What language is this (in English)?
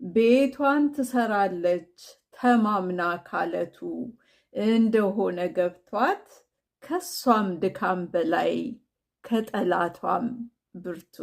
Amharic